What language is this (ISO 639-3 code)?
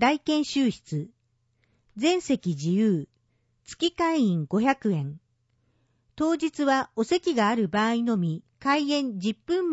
jpn